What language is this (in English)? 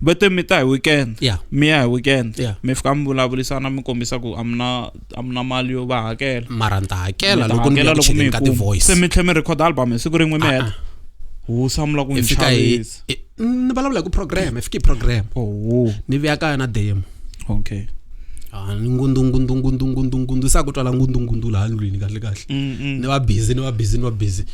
Tsonga